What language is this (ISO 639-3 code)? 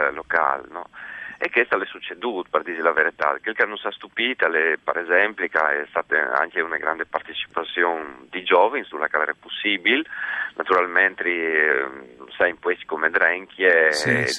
fur